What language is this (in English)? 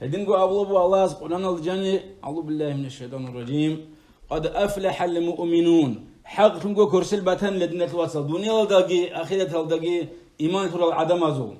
Avaric